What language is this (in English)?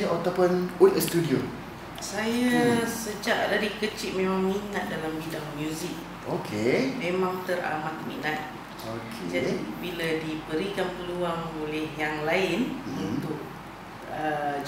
Malay